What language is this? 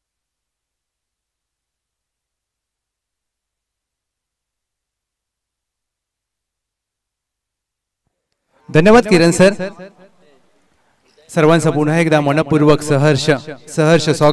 Marathi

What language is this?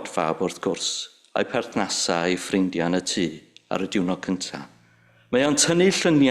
Welsh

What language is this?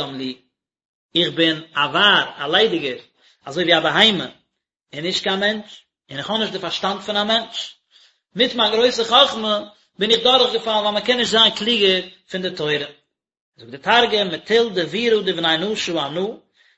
Yiddish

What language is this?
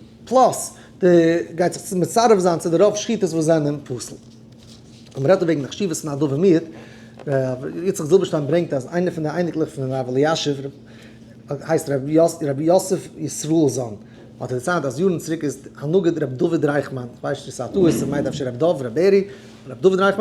Yiddish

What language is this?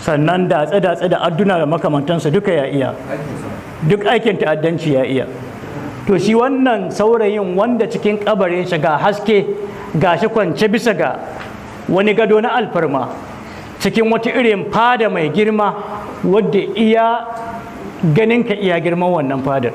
Hausa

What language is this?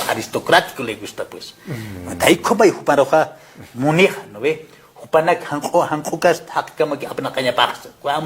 Aymara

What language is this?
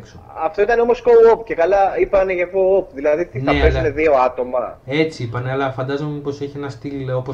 Greek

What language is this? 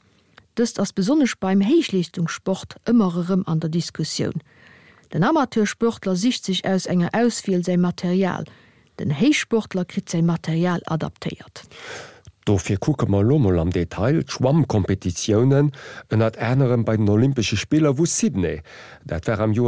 Luxembourgish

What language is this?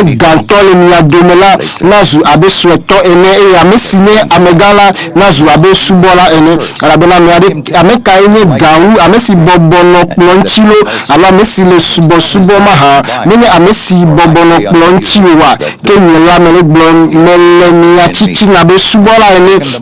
Ewe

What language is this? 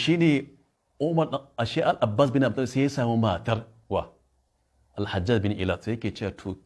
Hausa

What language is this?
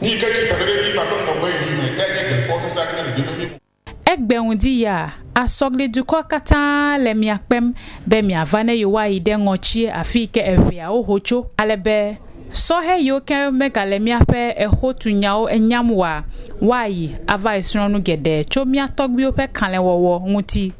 Ewe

